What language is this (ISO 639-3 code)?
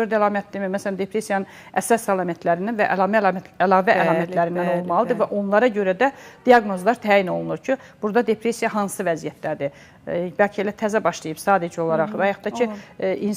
aze